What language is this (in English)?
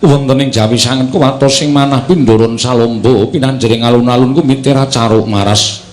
Javanese